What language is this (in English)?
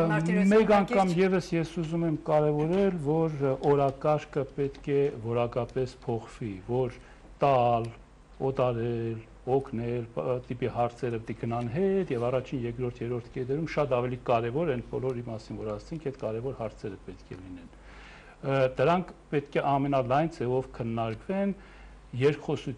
Armenian